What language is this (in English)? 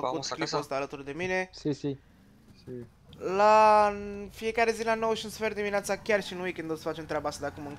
Romanian